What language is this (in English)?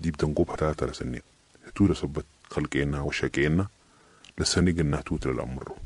Sudanese Arabic